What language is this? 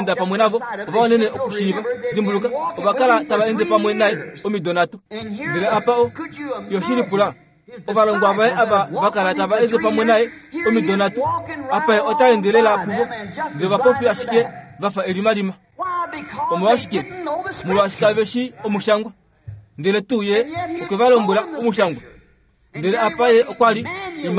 Kuanyama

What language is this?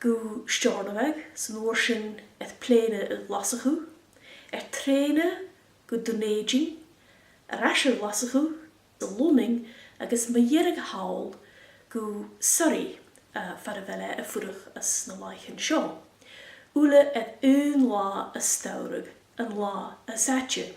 Scottish Gaelic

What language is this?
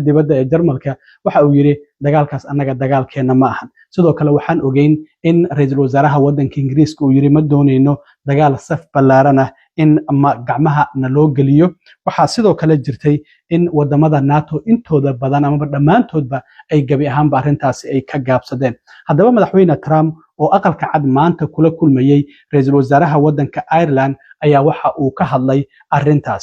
Somali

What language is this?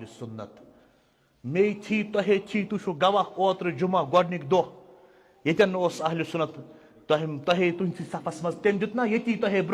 Kashmiri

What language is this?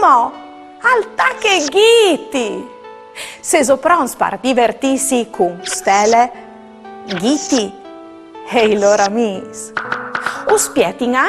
Friulian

